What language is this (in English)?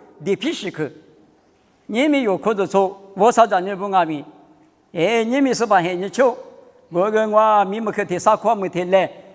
Lisu